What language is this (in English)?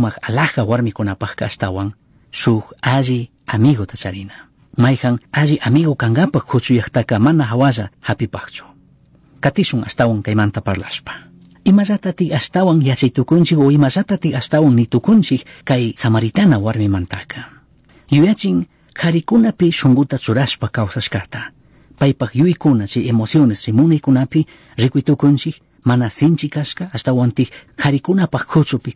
Chimborazo Highland Quichua